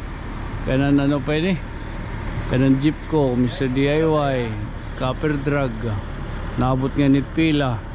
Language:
Waray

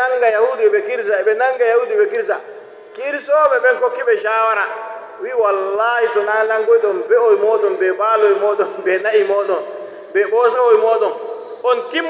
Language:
Nigerian Fulfulde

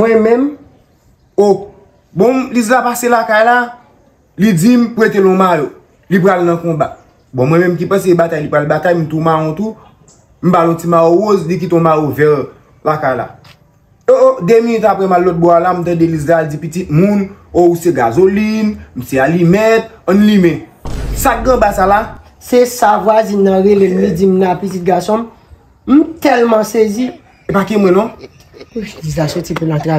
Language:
Haitian Creole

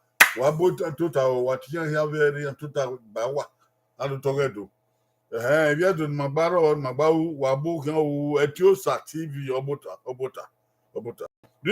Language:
Bini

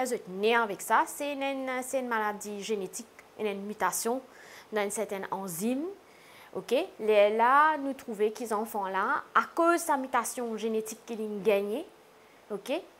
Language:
Morisyen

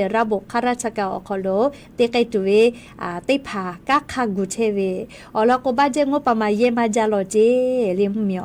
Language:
Lahu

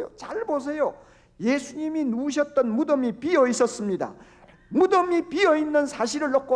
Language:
Korean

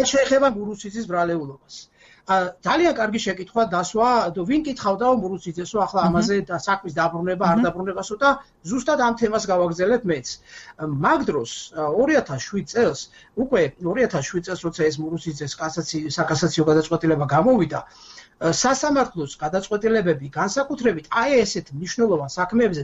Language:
Georgian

